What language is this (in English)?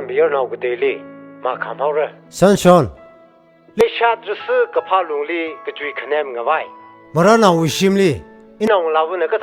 Tangkhul Naga (India)